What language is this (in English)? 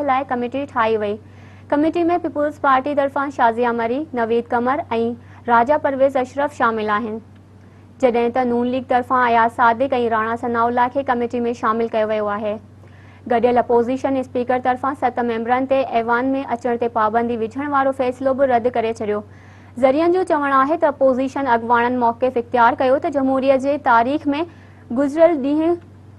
Sindhi